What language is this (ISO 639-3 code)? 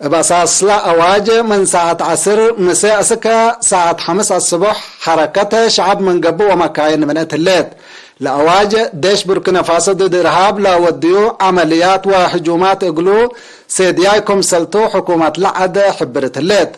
tig